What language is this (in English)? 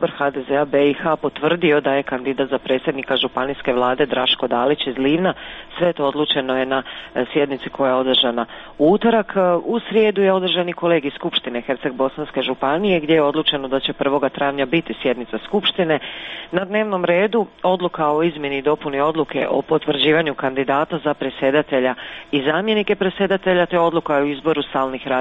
Croatian